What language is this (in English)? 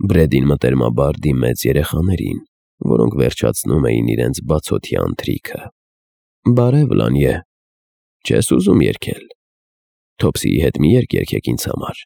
Armenian